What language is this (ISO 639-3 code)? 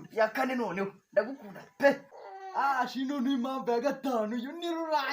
kin